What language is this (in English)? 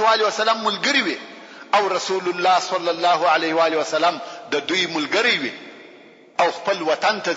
Pashto